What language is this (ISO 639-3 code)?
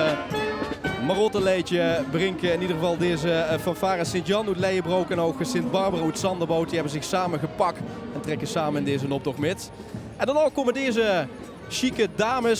lim